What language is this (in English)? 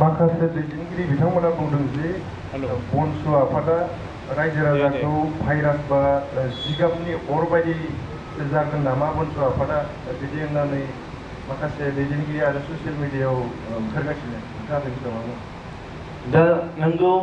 Bodo